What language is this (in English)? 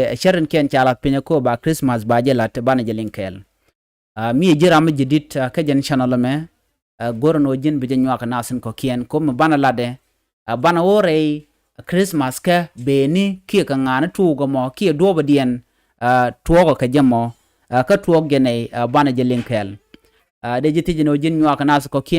Nuer